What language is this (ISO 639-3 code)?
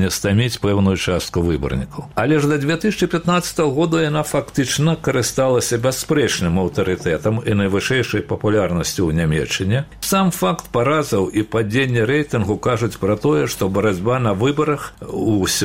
bel